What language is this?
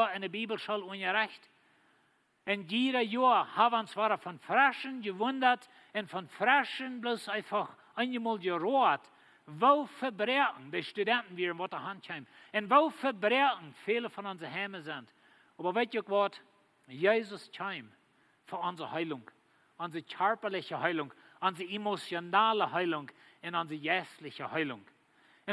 Plautdietsch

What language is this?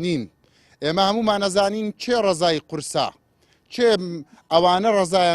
Central Kurdish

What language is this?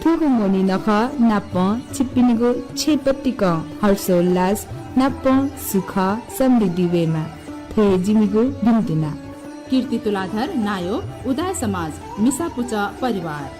Newari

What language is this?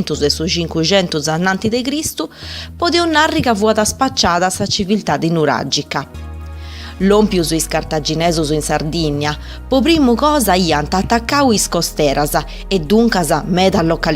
Sardinian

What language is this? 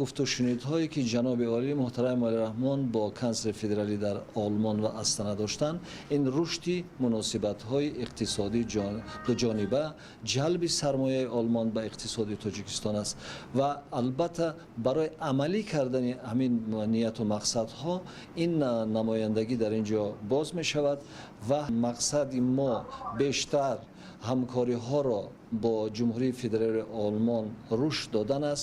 Tajik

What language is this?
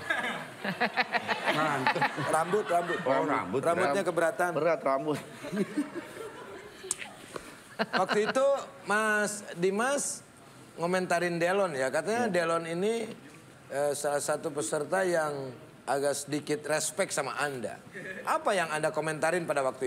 Indonesian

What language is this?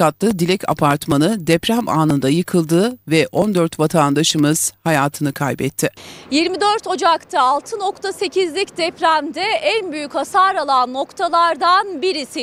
Turkish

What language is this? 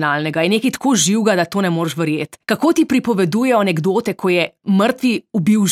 Slovenian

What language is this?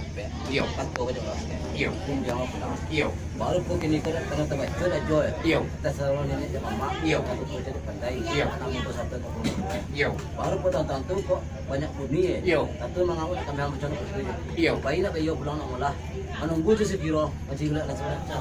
Minangkabau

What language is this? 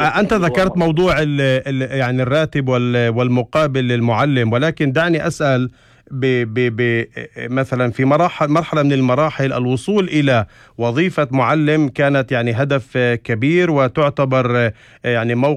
North Levantine Arabic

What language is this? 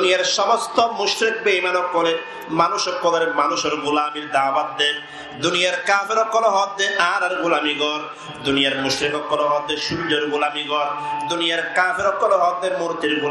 Rohingya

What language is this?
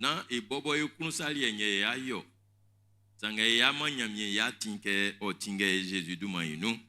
Baoulé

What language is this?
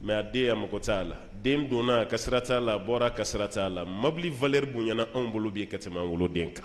Bambara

